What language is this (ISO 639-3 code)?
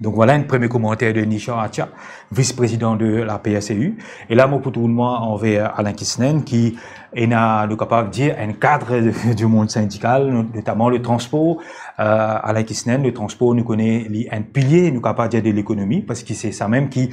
mfe